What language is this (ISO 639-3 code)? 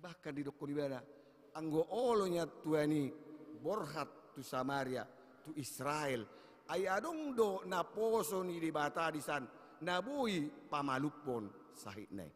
bbc